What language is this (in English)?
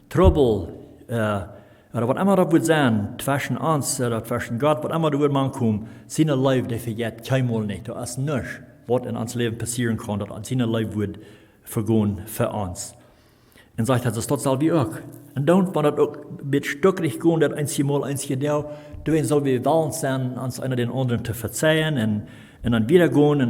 Plautdietsch